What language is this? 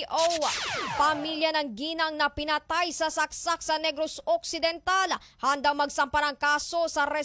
Filipino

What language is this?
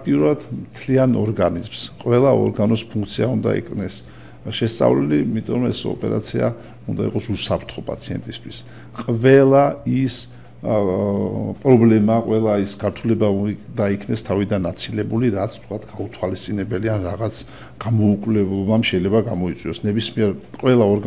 Georgian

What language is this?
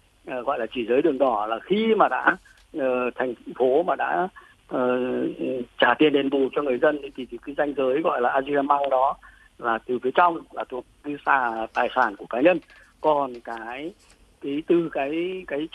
Vietnamese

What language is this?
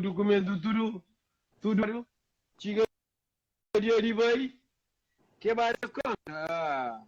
Kabuverdianu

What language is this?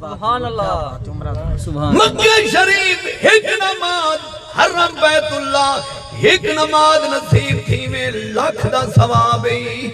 Saraiki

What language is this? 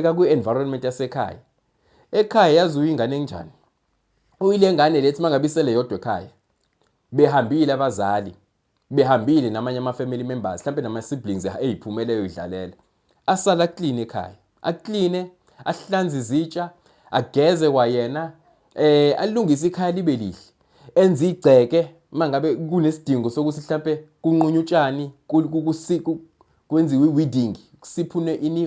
Zulu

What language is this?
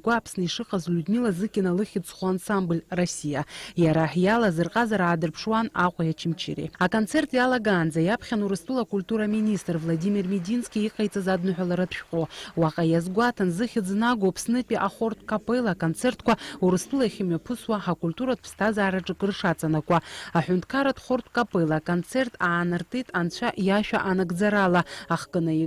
Abkhazian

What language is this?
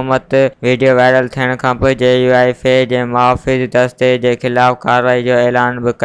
Sindhi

